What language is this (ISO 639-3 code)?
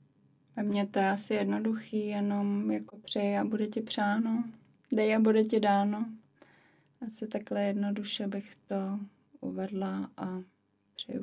ces